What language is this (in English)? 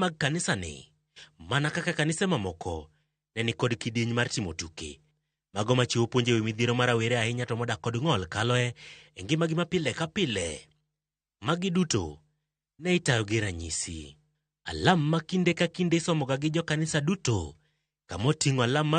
Luo (Kenya and Tanzania)